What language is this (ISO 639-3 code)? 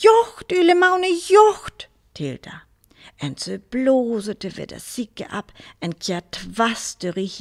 frr